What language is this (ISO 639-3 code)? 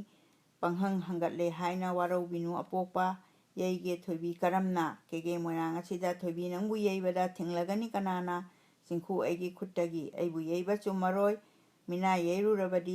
mni